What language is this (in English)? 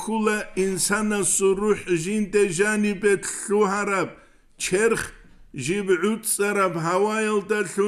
Avaric